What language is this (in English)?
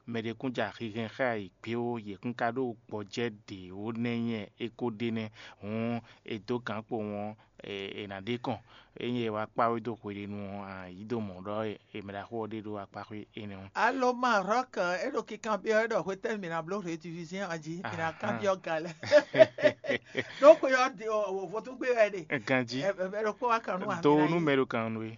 Fon